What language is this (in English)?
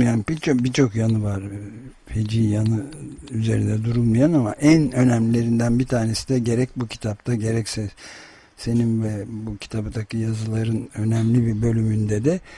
Turkish